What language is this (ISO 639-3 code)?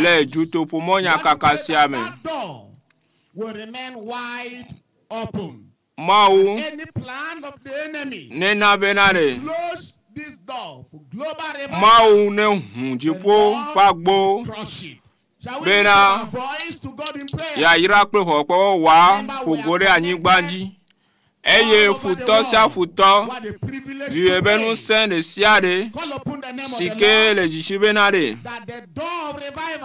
ewe